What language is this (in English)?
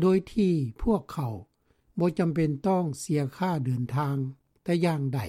Lao